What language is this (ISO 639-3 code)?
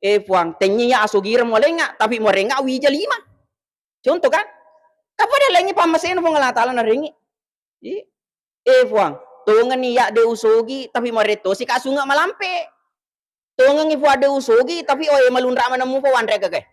bug